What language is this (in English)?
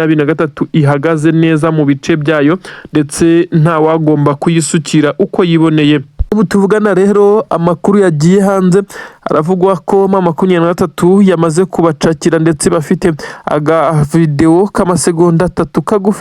Kinyarwanda